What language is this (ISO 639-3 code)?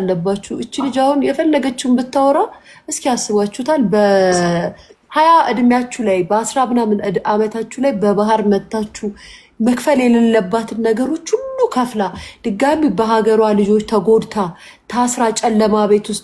amh